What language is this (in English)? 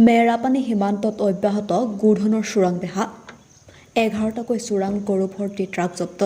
Assamese